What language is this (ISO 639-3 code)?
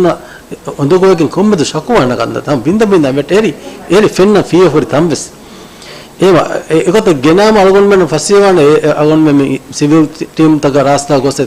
div